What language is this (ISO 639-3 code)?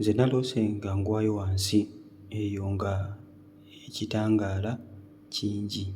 lug